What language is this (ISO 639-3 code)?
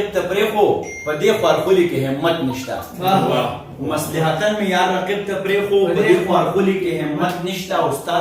pus